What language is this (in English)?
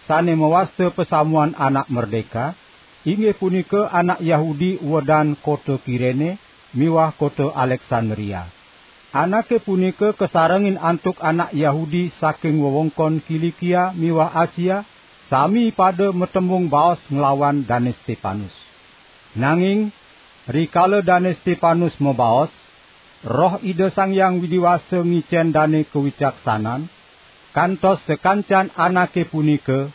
Balinese